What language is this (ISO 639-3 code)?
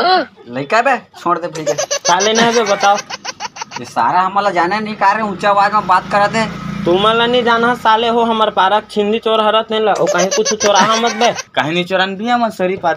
hne